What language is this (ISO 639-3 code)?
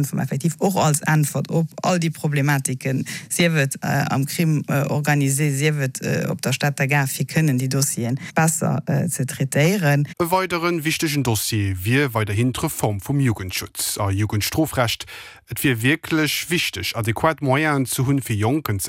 ltz